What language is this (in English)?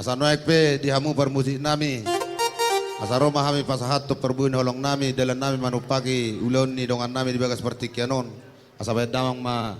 Batak Toba